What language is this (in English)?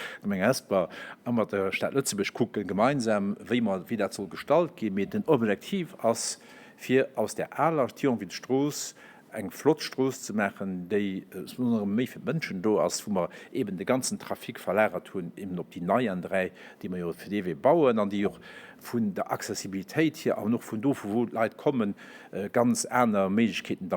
Luxembourgish